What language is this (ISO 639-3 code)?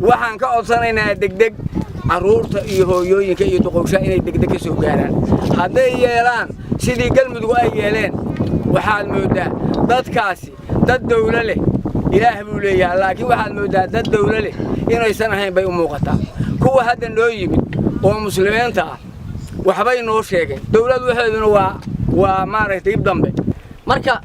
som